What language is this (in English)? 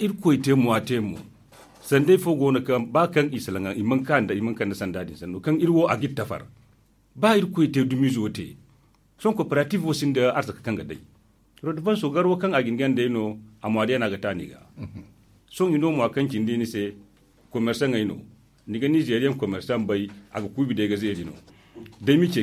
Zarma